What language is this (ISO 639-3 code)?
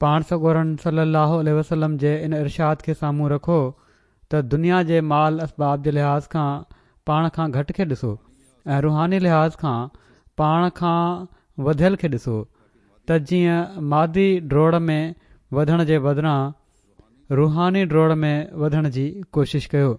snd